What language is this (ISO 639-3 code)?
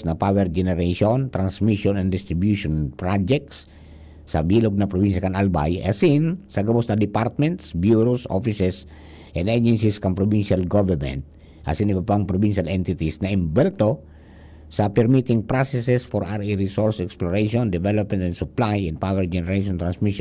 bik